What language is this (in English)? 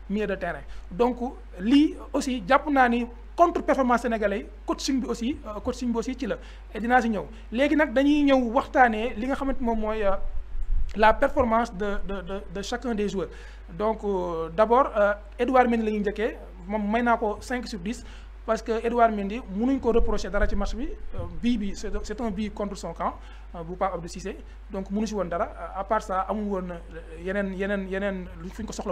Wolof